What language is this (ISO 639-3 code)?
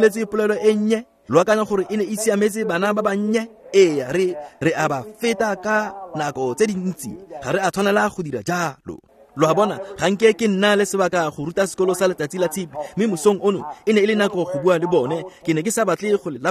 tsn